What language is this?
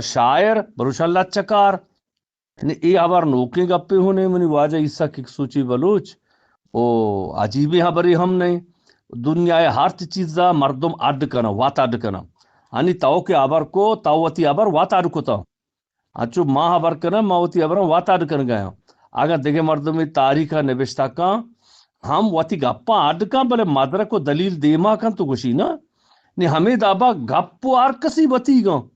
Eastern Balochi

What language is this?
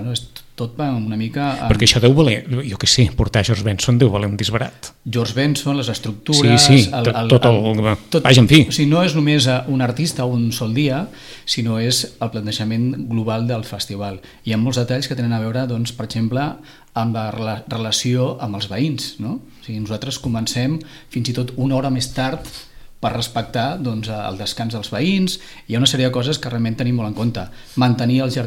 Catalan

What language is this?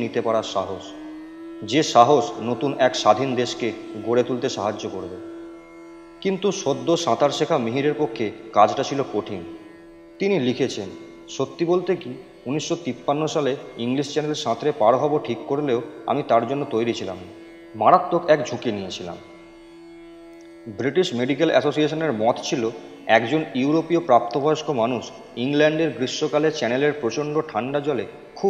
Bangla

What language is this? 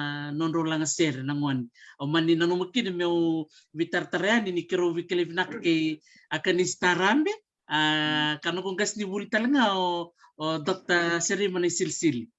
Fijian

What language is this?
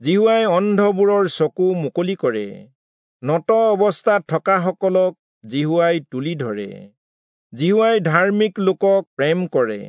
Assamese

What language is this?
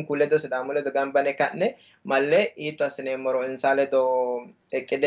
Sidamo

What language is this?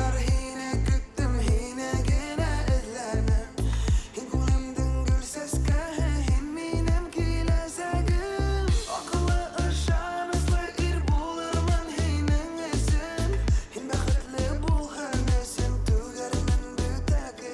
Bashkir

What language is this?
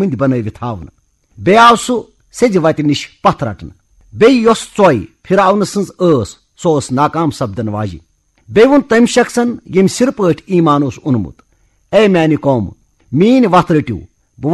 Kashmiri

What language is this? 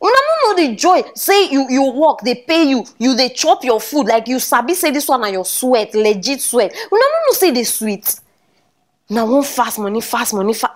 Nigerian Pidgin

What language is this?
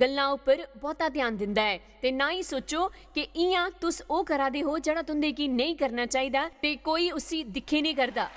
Dogri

